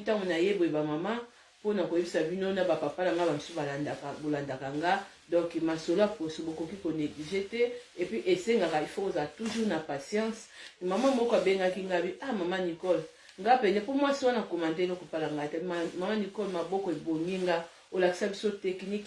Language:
Lingala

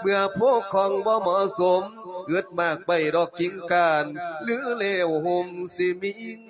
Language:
Lao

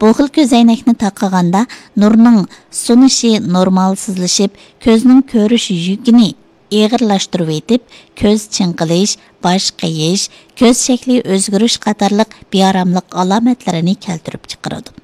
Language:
Uyghur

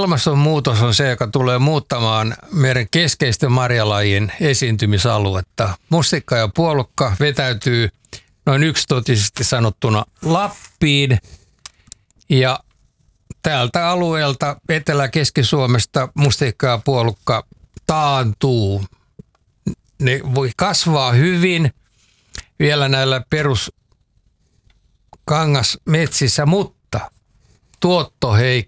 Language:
Finnish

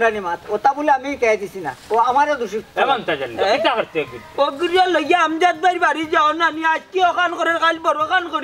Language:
Sylheti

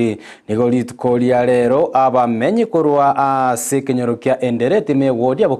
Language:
Gusii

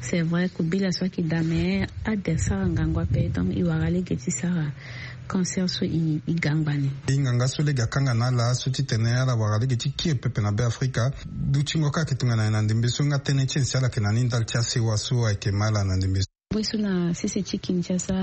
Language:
Sango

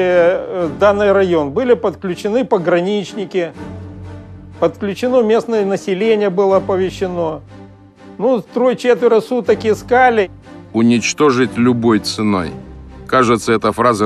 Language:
Russian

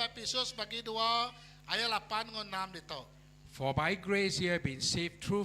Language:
Iban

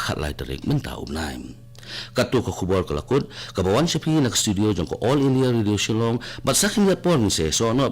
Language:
Khasi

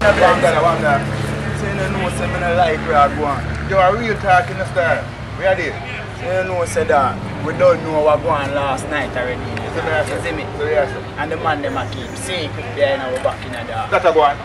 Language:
Jamaican Creole English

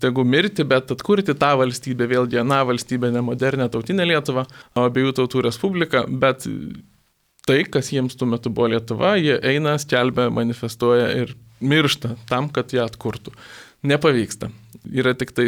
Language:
Lithuanian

